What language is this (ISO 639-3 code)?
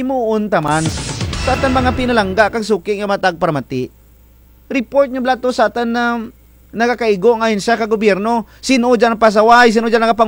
krj